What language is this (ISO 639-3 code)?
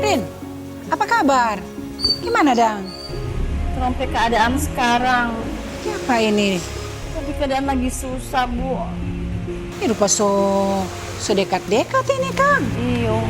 xmm